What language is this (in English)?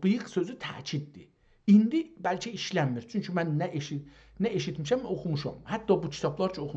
South Azerbaijani